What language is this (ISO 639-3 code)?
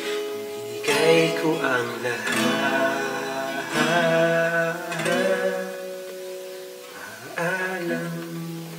fil